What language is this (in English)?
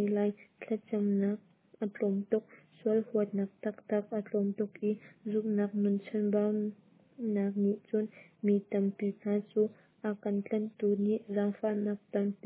Hakha Chin